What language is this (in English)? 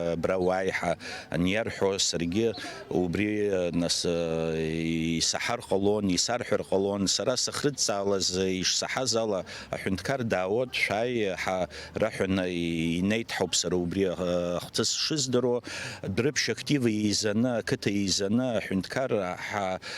Abkhazian